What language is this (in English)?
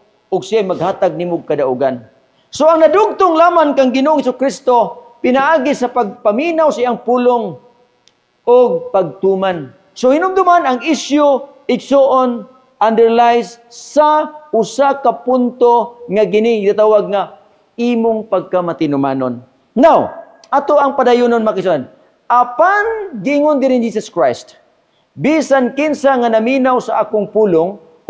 Cebuano